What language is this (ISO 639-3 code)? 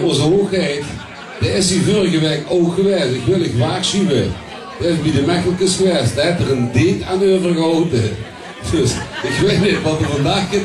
lim